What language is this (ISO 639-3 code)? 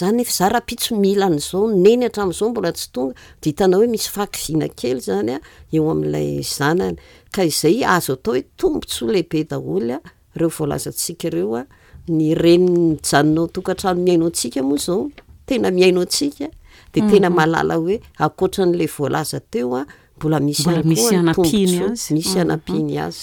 mlg